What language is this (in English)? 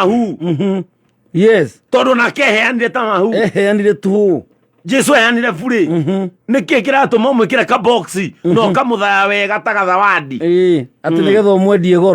Kikuyu